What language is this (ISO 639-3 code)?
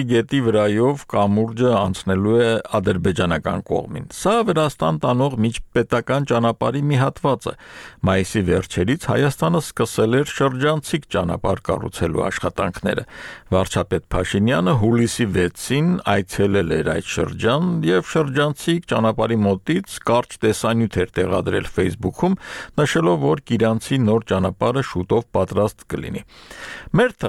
hye